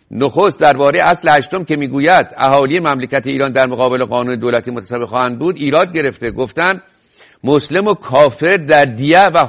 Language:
Persian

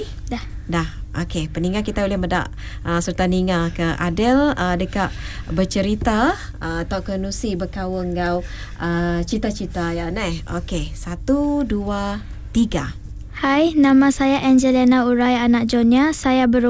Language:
Iban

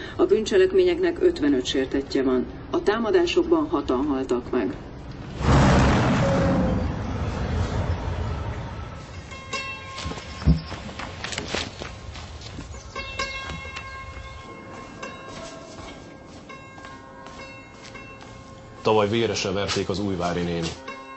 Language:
Hungarian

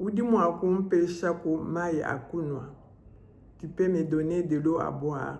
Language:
Luba-Lulua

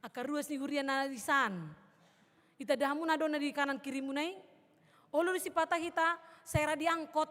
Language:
Batak Toba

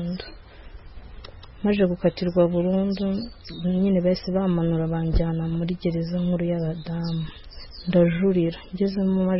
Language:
Kinyarwanda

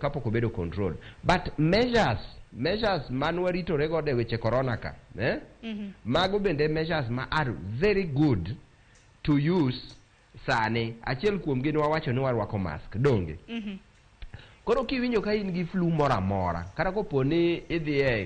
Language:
Luo (Kenya and Tanzania)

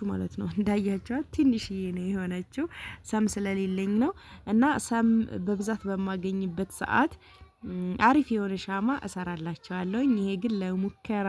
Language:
Amharic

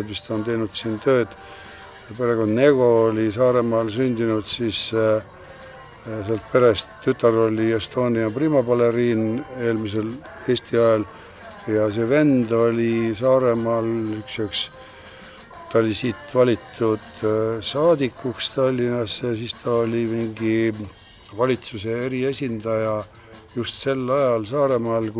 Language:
Estonian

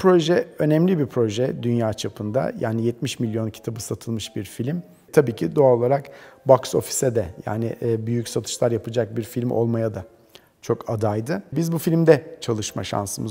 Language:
Turkish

